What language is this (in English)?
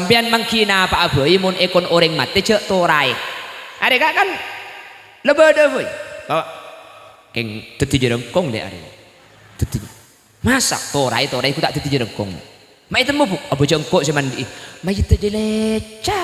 Madurese